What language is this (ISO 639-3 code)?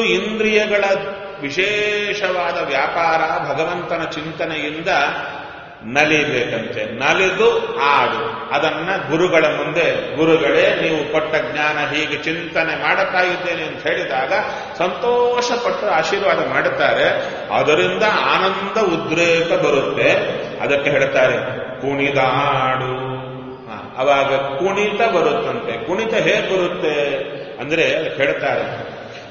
kan